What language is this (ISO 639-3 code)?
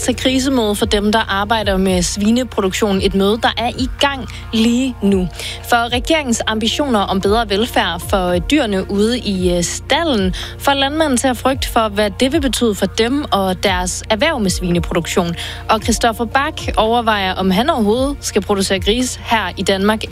dan